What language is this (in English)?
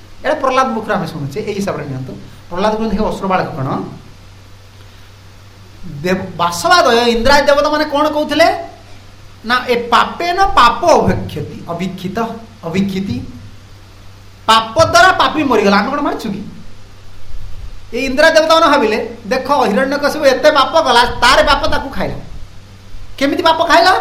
Odia